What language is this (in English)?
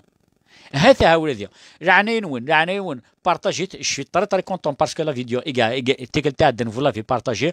Kabyle